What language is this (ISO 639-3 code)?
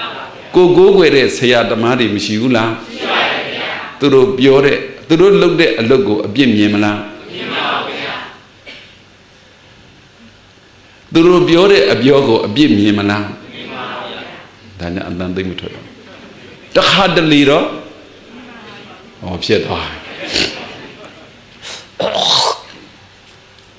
mya